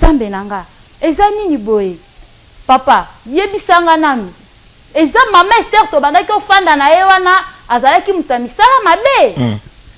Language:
Lingala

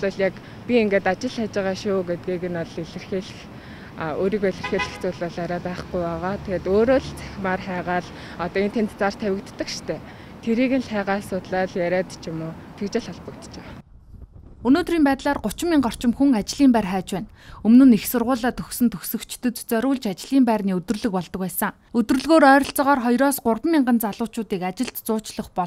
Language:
Mongolian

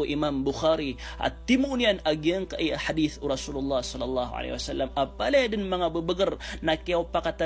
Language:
Maranao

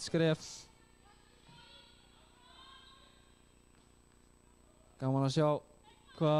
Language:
Icelandic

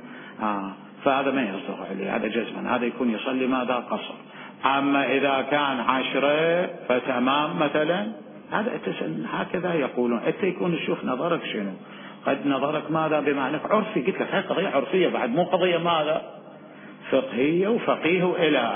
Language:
Mesopotamian Arabic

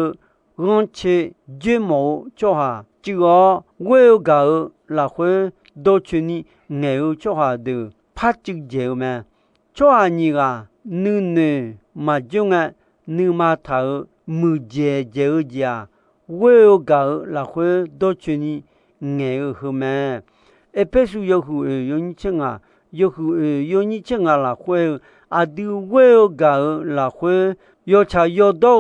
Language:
Akha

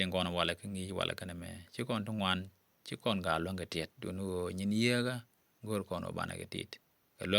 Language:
Nuer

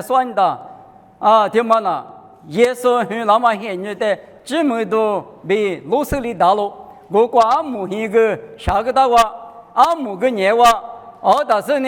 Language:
Lisu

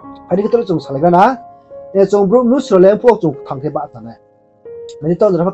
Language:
Riang (India)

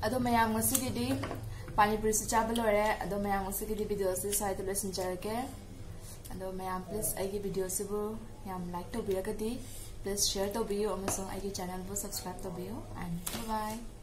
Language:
Manipuri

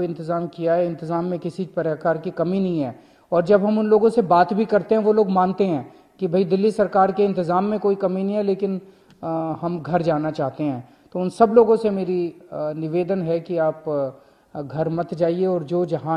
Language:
Hindi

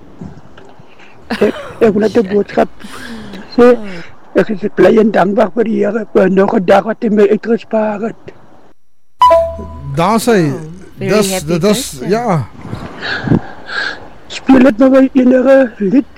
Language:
Afrikaans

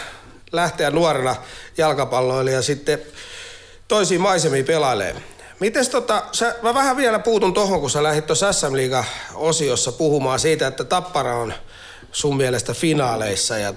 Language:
Finnish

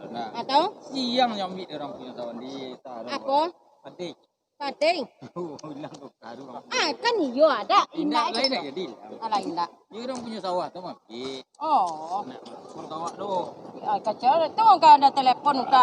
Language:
Minangkabau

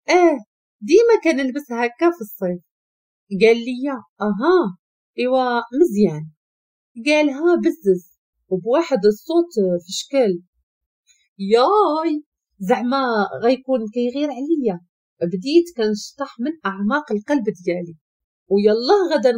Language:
Moroccan Arabic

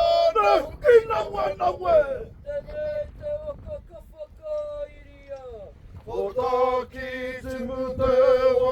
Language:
Māori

